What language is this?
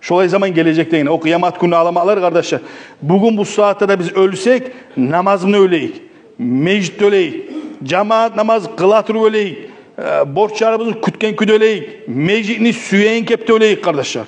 Kumyk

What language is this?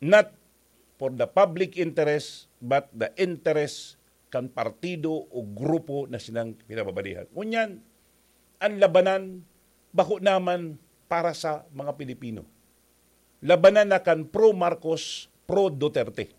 Bikol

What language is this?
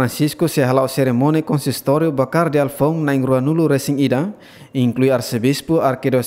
Tetum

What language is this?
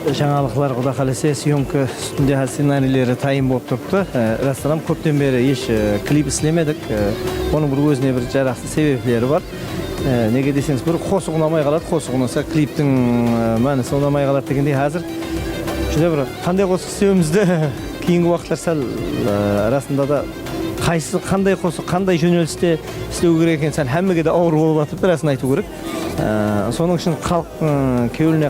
Kara-Kalpak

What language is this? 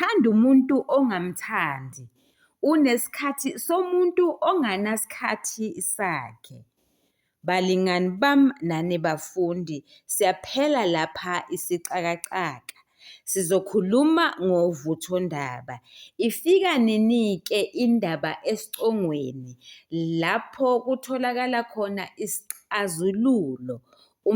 Zulu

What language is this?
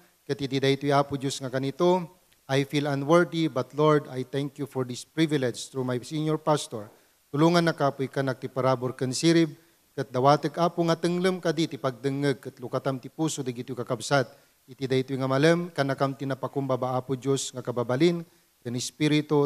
Iloko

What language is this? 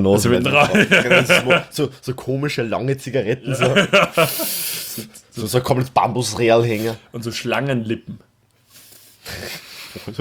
German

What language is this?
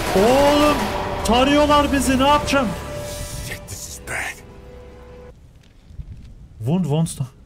Turkish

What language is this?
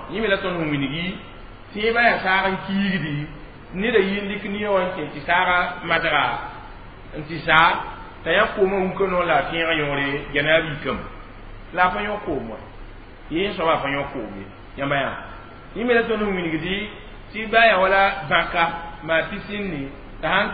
Mossi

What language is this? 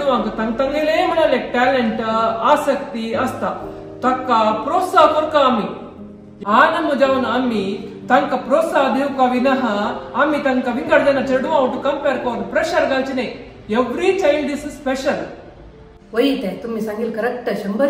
Konkani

